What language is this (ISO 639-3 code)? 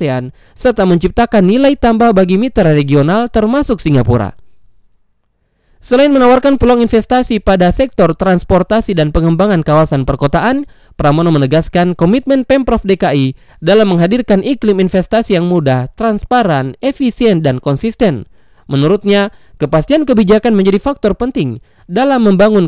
ind